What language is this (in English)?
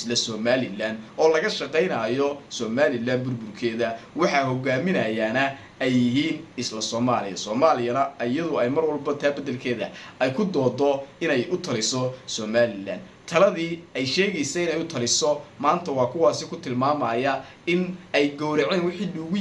Somali